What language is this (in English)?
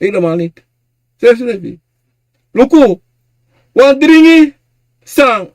Sranan Tongo